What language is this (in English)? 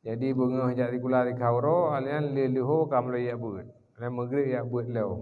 Achinese